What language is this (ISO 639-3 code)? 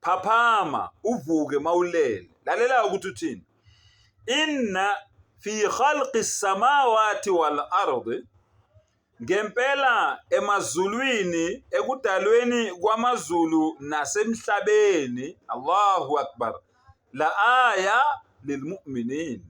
zul